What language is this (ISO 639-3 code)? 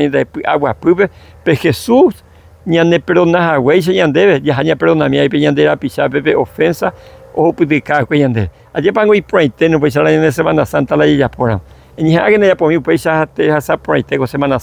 grn